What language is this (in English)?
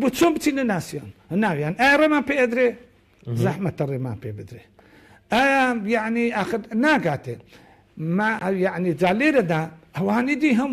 Central Kurdish